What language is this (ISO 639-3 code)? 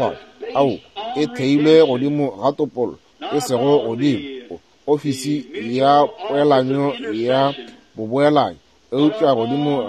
nso